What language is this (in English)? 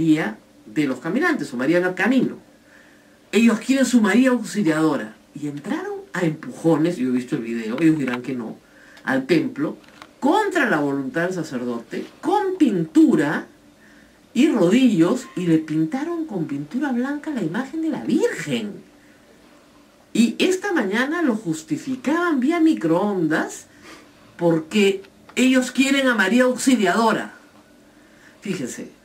Spanish